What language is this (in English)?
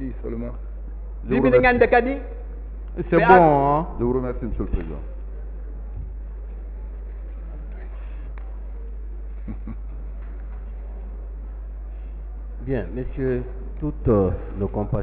French